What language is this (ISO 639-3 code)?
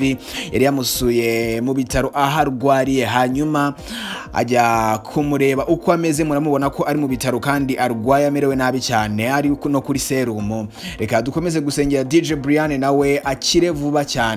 kin